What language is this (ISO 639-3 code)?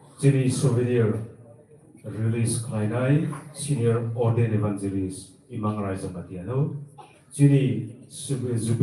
trp